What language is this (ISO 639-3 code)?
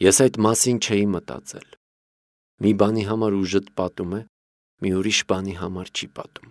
hye